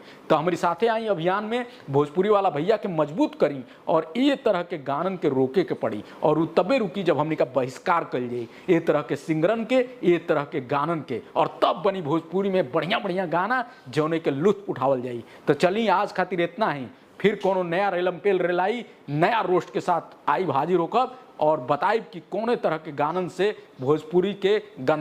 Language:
Bhojpuri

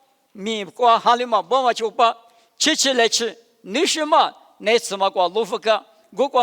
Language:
Lisu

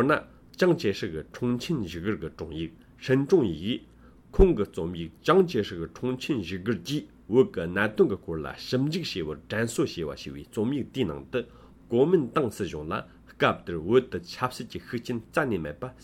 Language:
Tibetan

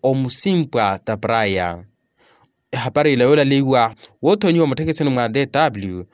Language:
Makhuwa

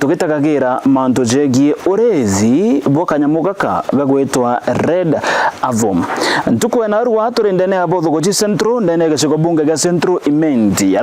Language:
Meru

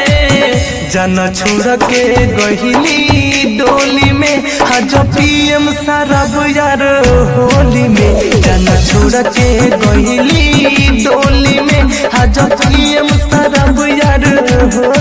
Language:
Bhojpuri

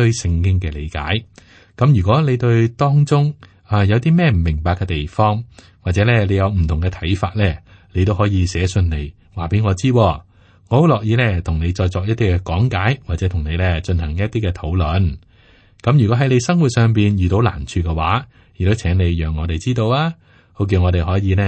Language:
Cantonese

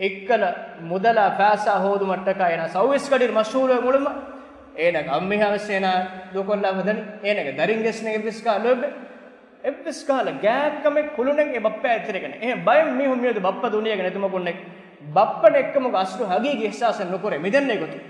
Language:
Divehi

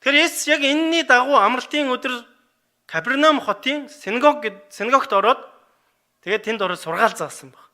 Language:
Mongolian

